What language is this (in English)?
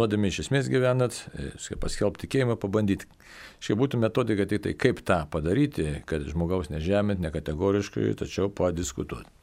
Lithuanian